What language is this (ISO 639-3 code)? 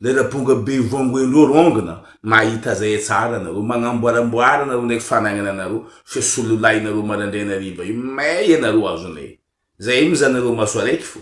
mlg